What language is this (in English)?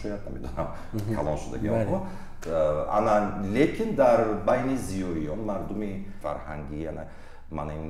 Tajik